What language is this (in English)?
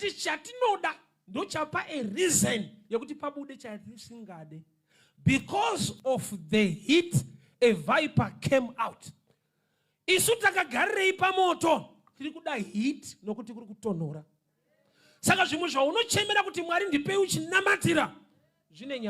Shona